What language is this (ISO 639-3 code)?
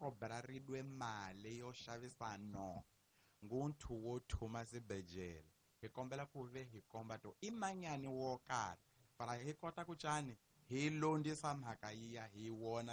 tso